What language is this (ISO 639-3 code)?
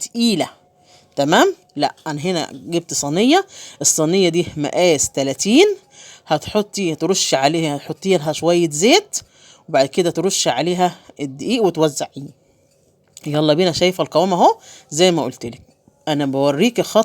arz